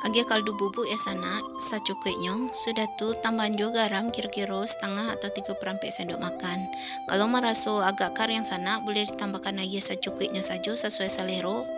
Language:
Minangkabau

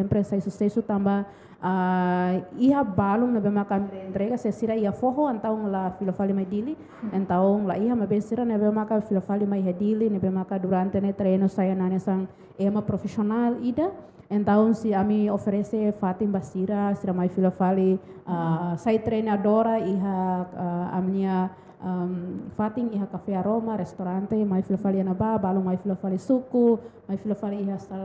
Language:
Tetum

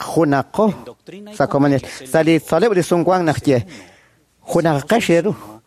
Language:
Kekchí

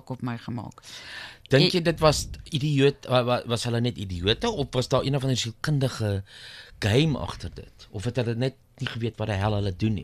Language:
Afrikaans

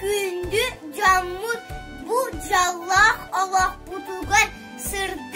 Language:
Yakut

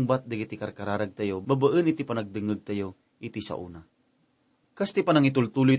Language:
Iloko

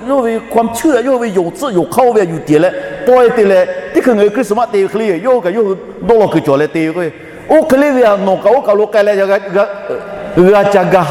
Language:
Lahu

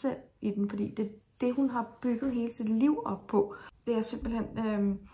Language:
Danish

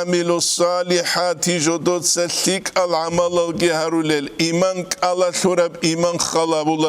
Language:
Avaric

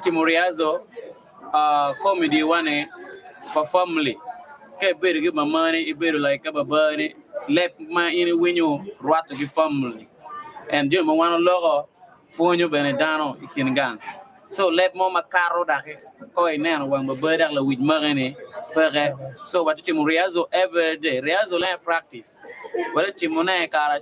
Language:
Acoli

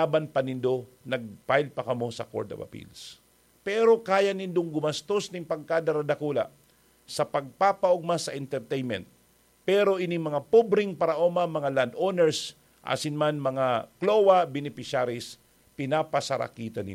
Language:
Bikol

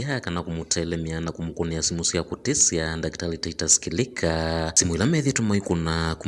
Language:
Kamba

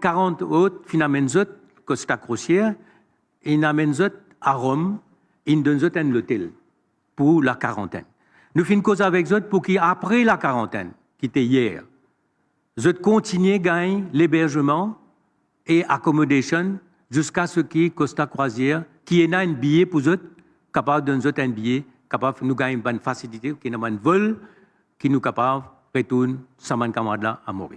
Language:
Morisyen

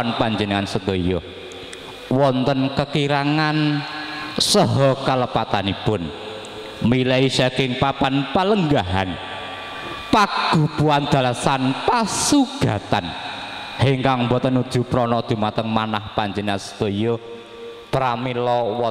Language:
Javanese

